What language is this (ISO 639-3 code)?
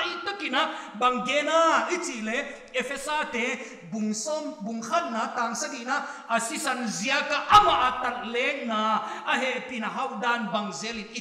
pck